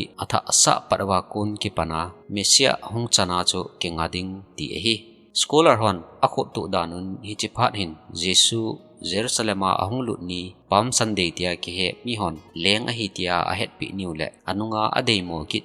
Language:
Thado Chin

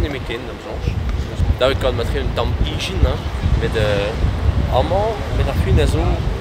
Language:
Breton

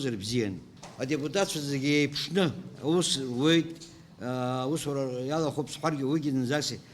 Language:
Abkhazian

